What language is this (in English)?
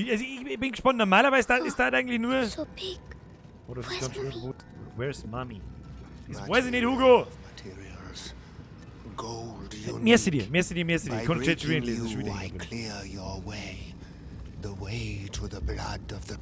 Bavarian